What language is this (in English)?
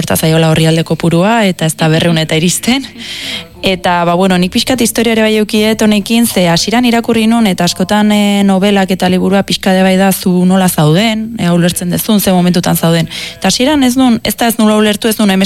Basque